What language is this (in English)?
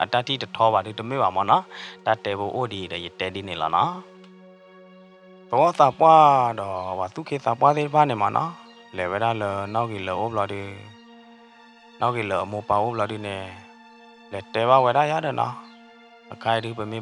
S'gaw Karen